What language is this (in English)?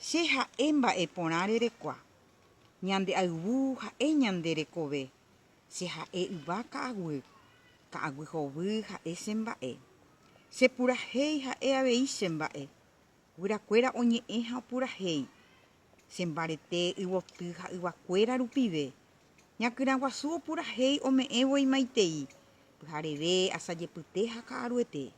Guarani